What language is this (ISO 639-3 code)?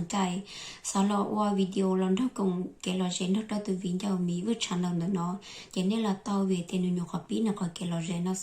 hmn